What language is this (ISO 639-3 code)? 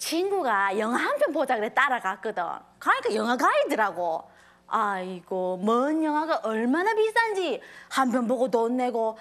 kor